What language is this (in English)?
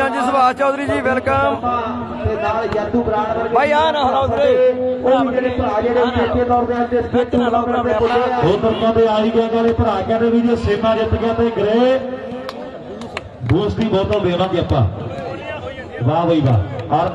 Punjabi